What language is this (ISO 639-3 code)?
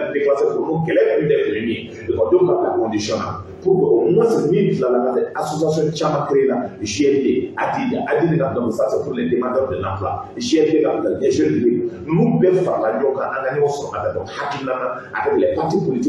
bam